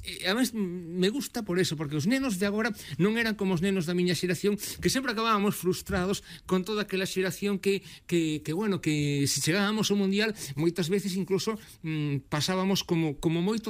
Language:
Galician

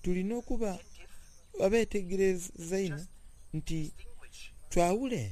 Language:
Soga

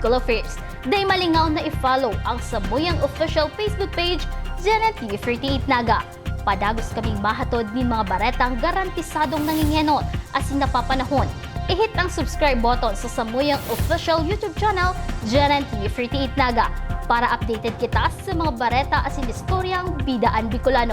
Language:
Bikol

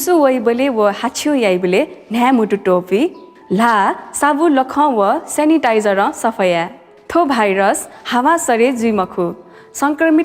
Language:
Newari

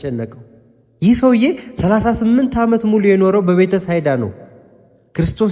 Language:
Amharic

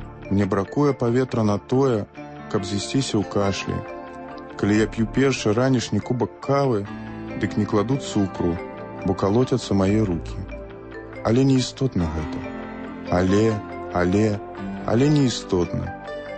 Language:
Belarusian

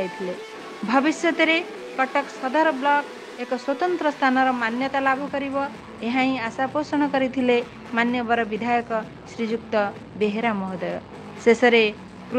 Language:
Odia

